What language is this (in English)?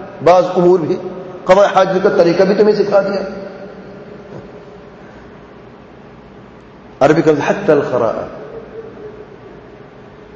Urdu